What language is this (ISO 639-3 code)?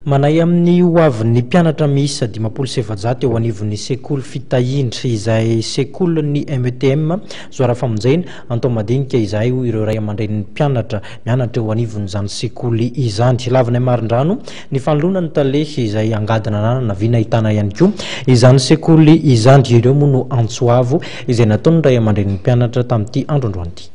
mlg